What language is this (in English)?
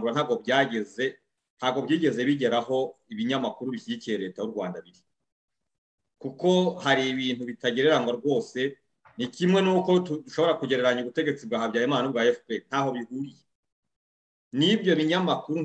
Kinyarwanda